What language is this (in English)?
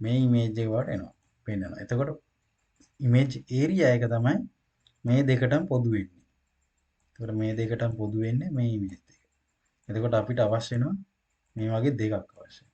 Sinhala